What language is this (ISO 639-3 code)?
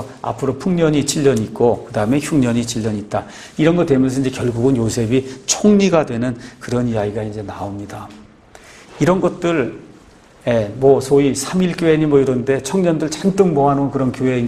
kor